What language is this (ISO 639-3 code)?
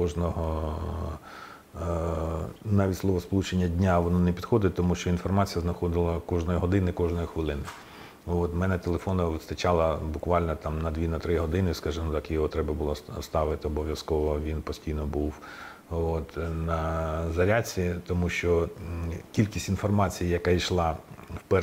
ukr